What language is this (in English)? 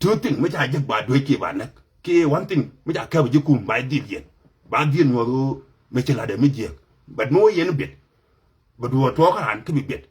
Nuer